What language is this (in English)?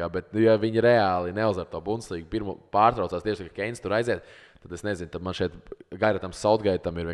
Latvian